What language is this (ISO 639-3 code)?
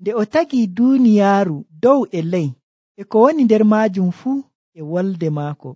fuv